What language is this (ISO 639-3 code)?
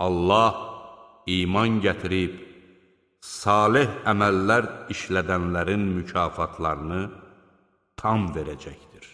aze